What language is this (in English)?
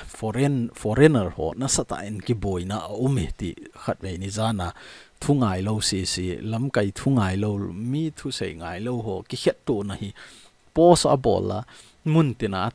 Thado Chin